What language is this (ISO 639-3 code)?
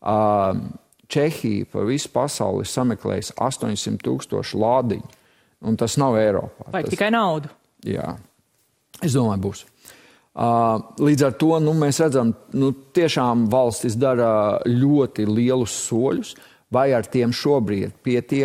lav